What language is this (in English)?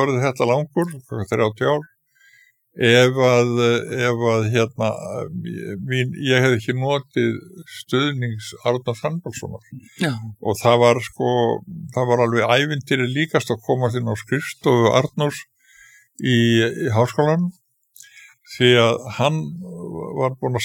Icelandic